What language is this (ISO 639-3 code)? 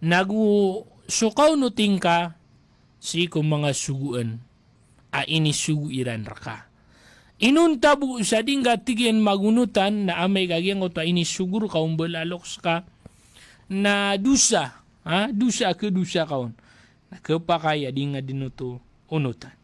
mrw